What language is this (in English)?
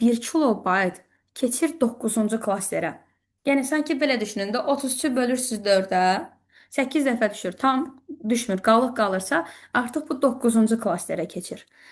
Azerbaijani